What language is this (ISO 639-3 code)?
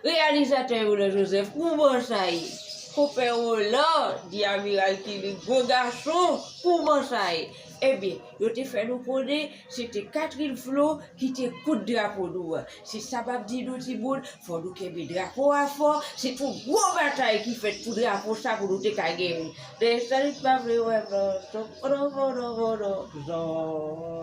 hat